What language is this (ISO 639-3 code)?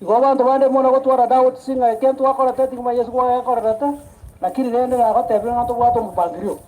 guz